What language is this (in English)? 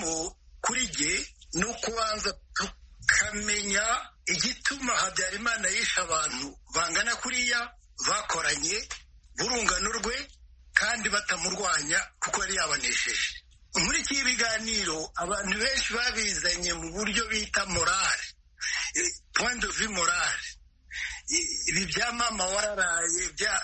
Kinyarwanda